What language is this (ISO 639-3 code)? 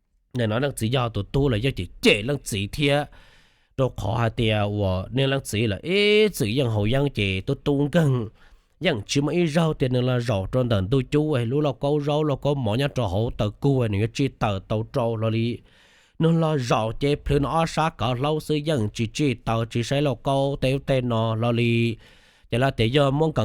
hmn